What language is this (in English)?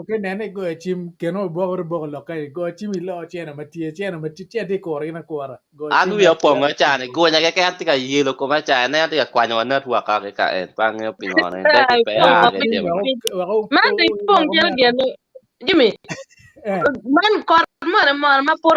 Acoli